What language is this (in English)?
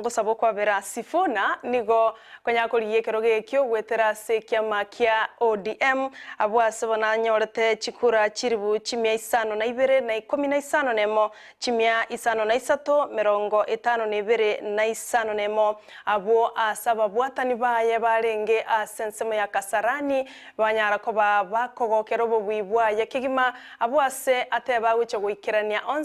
Gusii